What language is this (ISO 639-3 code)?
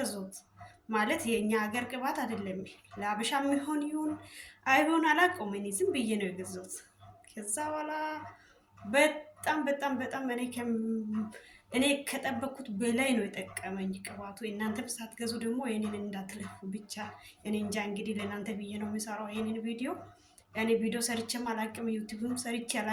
amh